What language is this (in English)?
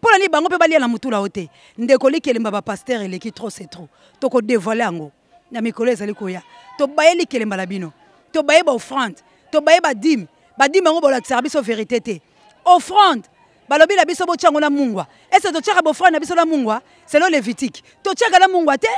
Lingala